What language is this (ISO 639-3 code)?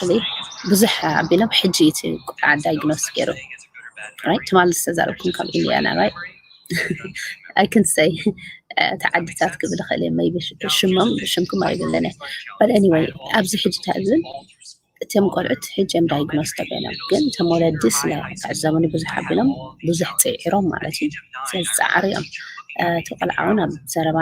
tir